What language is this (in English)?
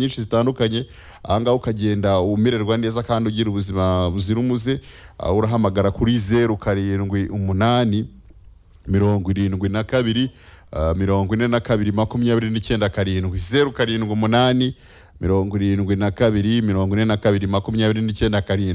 Kinyarwanda